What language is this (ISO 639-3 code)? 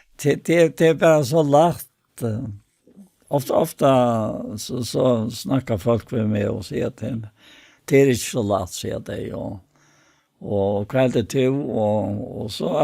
fao